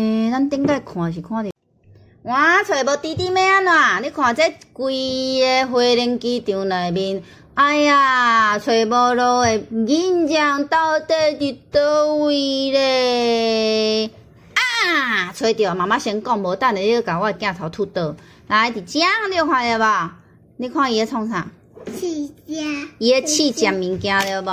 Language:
Min Nan Chinese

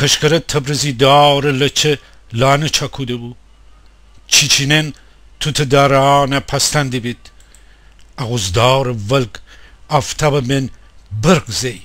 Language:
Gilaki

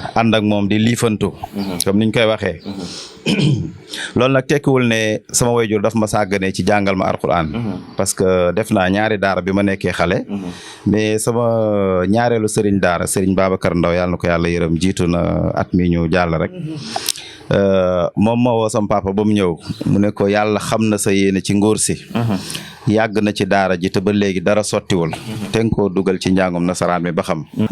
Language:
Wolof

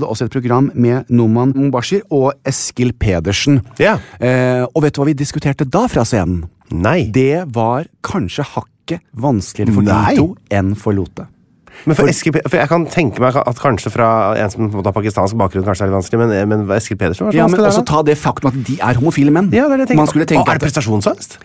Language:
Norwegian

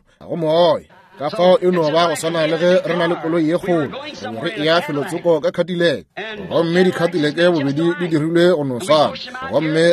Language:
Northern Sotho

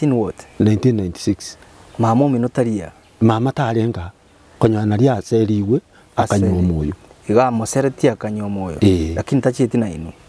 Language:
Gusii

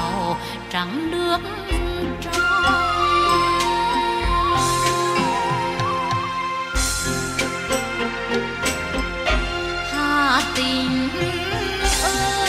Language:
Vietnamese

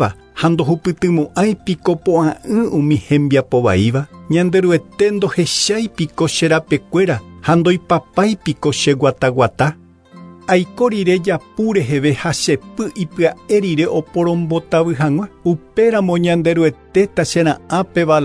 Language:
Guarani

